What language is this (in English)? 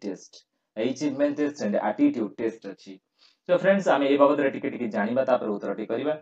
Odia